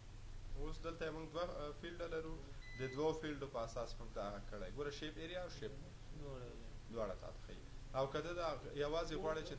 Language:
Pashto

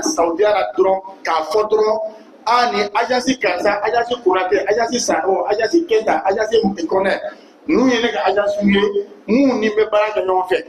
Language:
Bambara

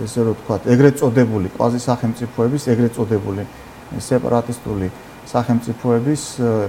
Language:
Georgian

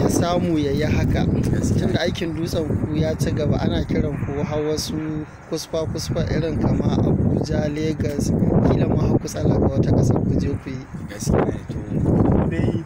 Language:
Hausa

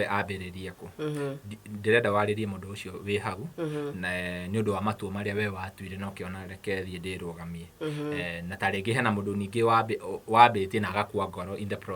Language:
Kikuyu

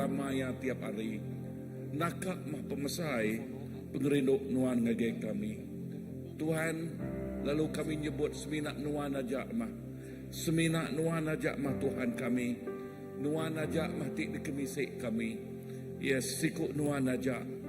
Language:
Iban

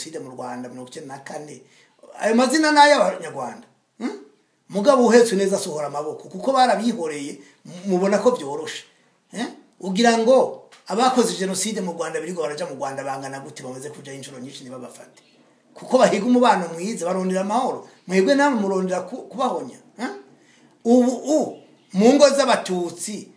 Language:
Rundi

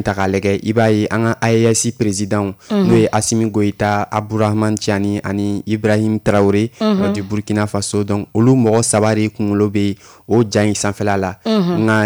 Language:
Bambara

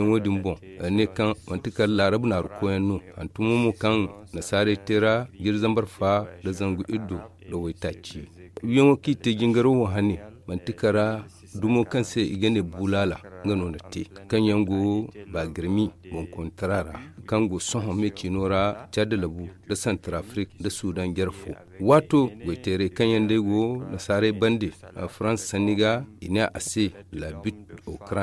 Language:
Zarma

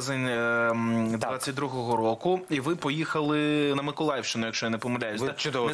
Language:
Ukrainian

